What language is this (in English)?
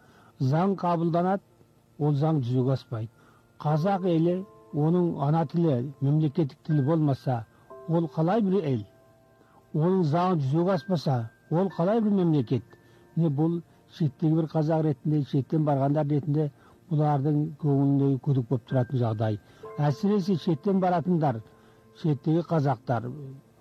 Kazakh